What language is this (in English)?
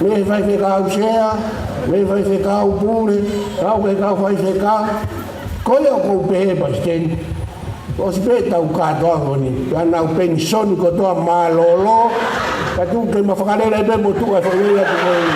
Tongan